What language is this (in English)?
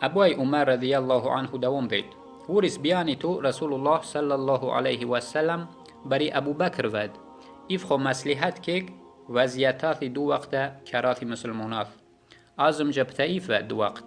Yazgulyam